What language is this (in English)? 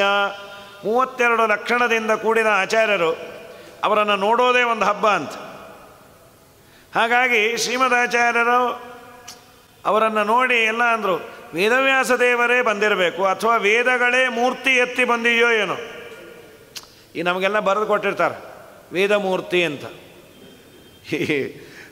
Kannada